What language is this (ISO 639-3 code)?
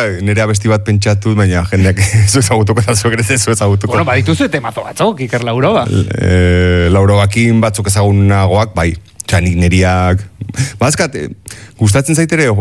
eus